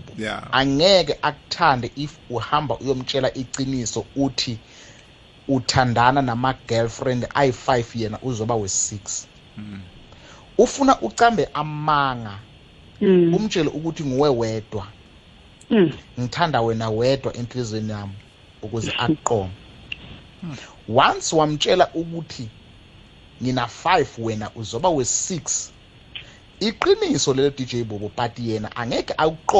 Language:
South Ndebele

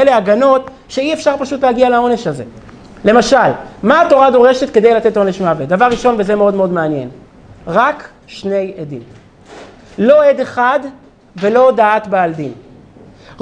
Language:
Hebrew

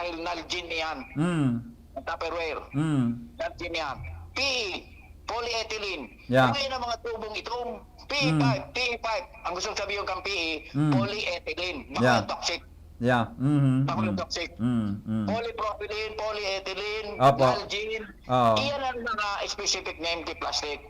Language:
Bikol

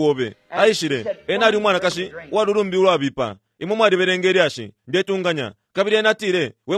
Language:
Bemba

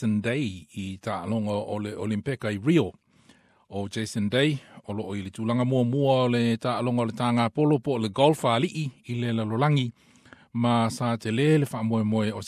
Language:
Samoan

